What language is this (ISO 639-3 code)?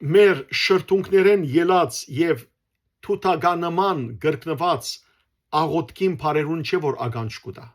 hyw